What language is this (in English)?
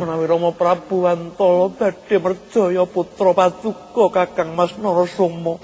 Javanese